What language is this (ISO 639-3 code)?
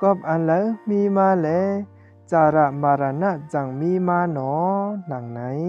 shn